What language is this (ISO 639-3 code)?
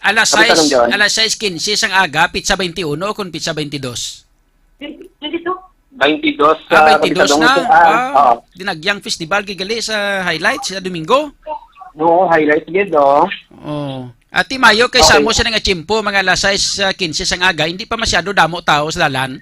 hil